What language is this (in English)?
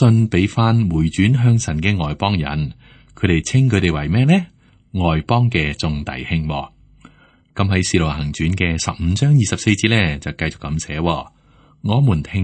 Cantonese